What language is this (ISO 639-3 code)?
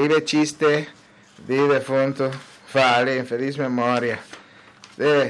pap